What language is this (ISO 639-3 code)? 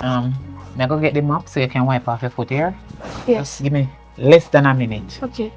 jam